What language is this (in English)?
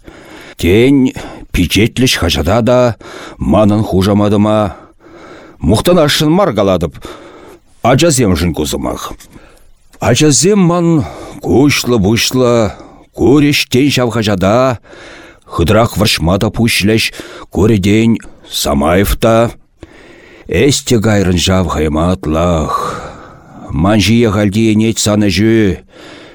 Chuvash